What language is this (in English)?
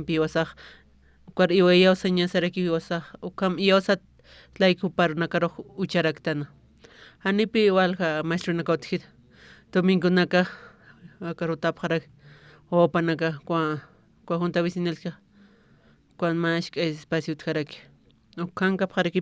Aymara